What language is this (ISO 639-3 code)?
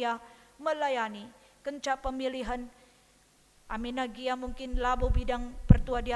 btx